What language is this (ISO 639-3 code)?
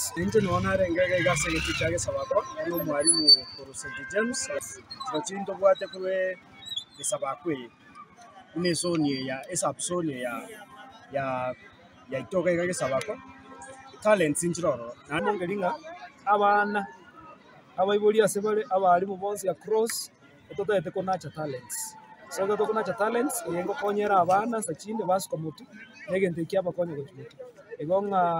guz